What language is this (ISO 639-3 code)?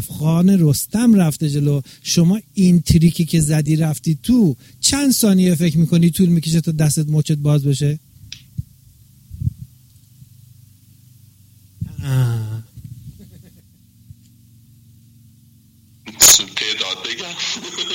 fas